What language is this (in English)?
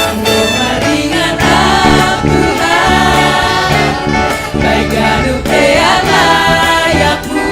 Batak Simalungun